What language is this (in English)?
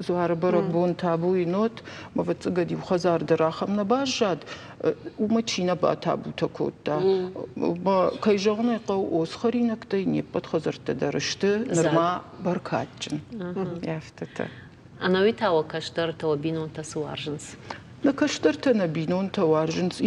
Ossetic